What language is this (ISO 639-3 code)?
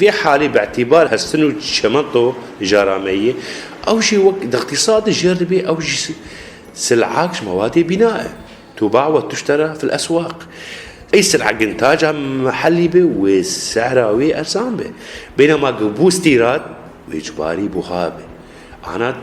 kur